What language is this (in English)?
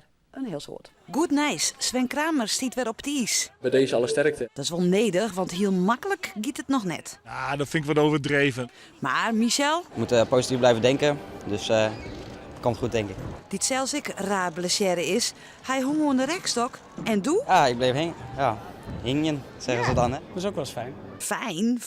Western Frisian